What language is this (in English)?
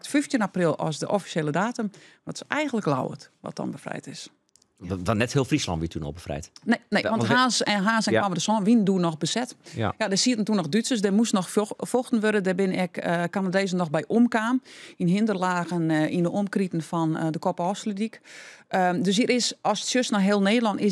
Western Frisian